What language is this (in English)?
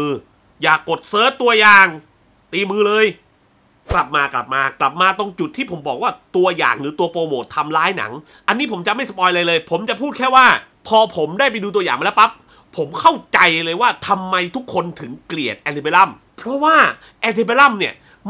Thai